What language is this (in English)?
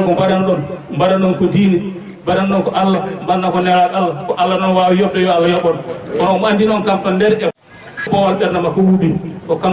Fula